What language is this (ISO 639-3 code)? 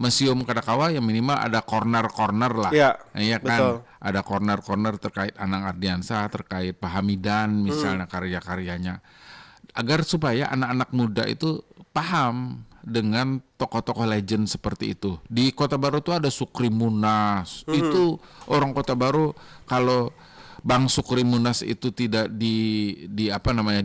bjn